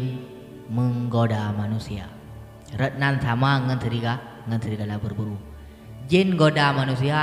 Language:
Achinese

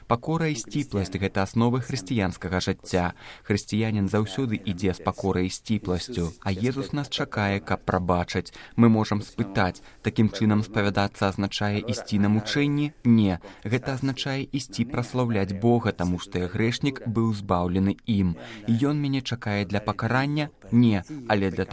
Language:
Belarusian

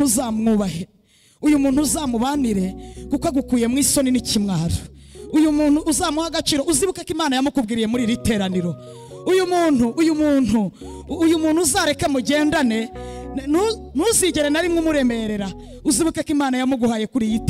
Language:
Kinyarwanda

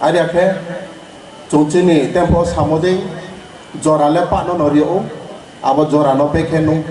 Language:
Riang (India)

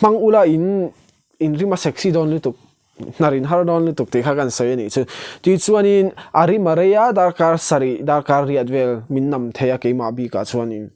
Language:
Mizo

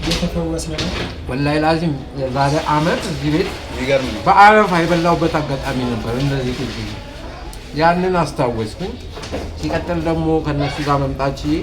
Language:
Amharic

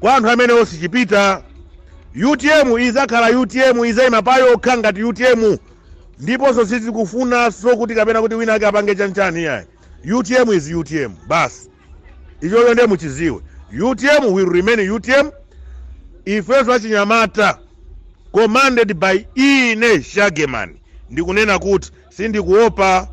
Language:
Nyanja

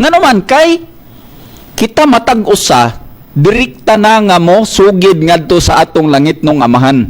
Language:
Cebuano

